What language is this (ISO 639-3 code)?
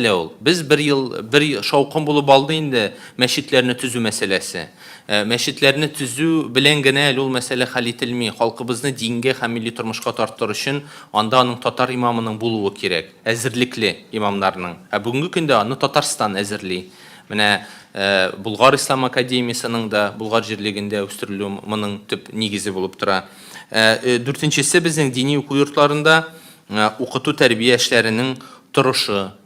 tat